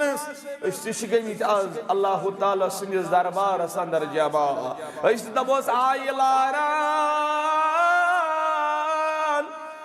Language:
Kashmiri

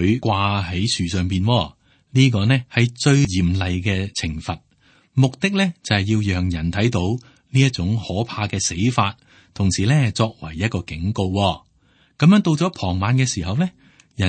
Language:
Cantonese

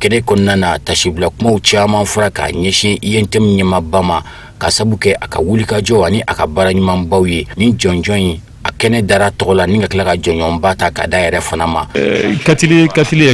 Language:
Bambara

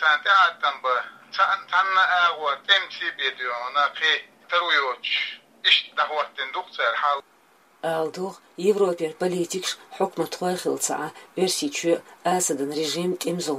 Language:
Chechen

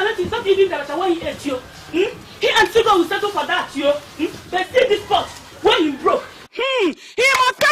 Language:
Nigerian Pidgin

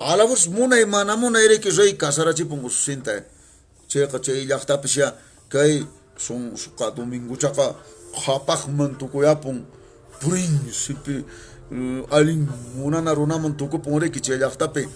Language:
Quechua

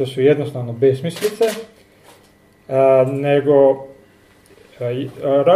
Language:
Croatian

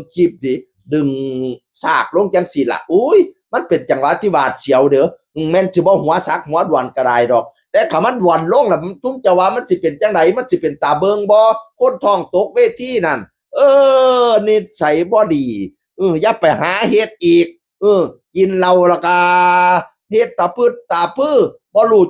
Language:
Northeastern Thai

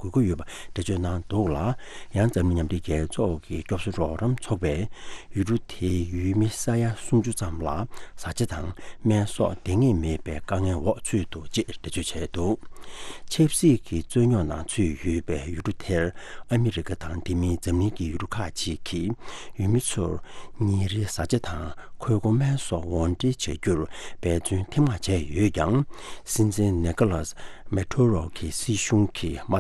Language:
Tibetan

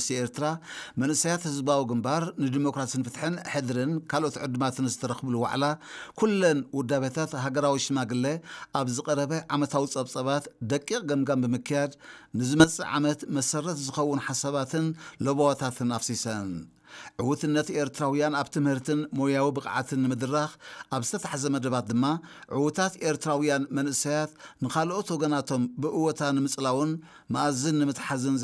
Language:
Tigrinya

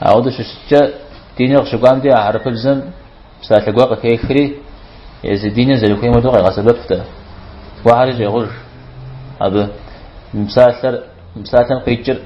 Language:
Kabardian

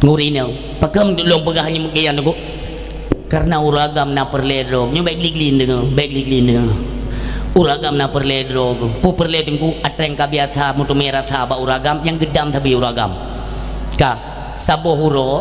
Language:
Achinese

